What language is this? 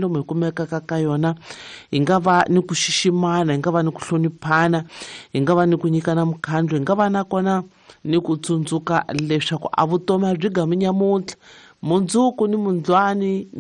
Tsonga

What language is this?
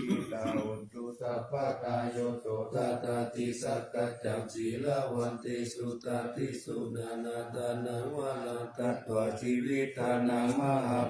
Pali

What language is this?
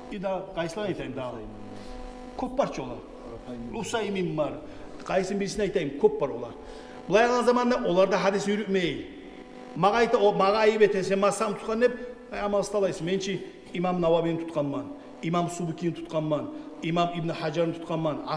Kumyk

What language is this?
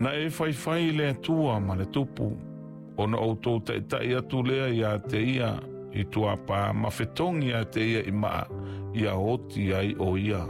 Samoan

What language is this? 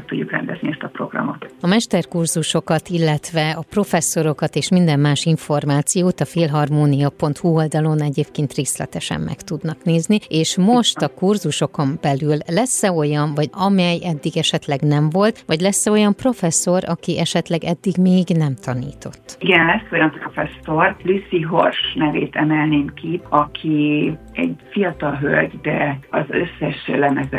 Hungarian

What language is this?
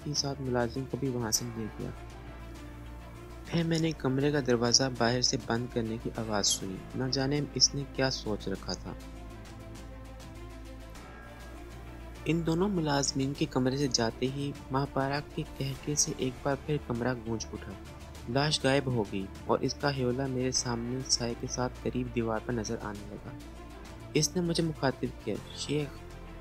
Urdu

